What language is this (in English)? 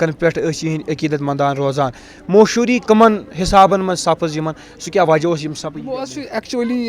Kashmiri